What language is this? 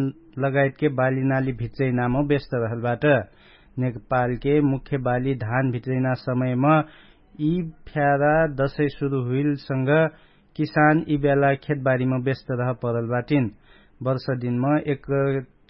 Dangaura Tharu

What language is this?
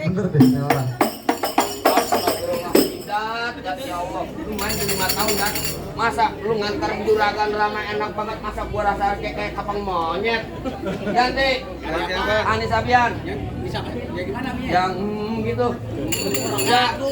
Betawi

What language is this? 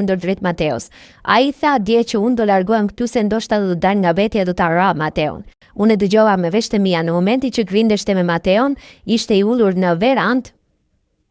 Albanian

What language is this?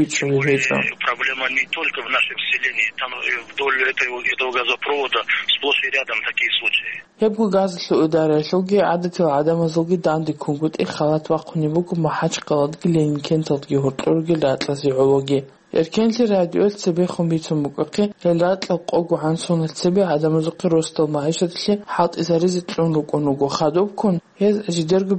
Avaric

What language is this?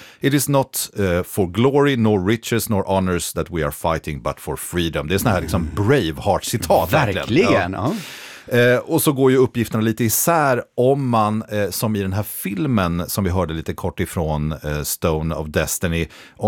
Swedish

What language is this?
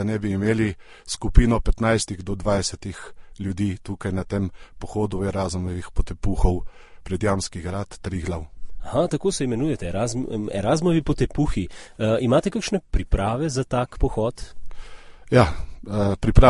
Slovenian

